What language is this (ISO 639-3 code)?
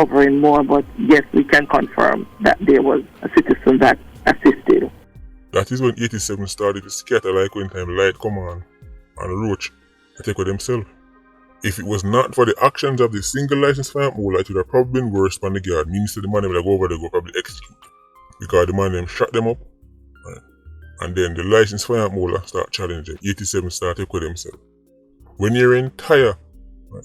jam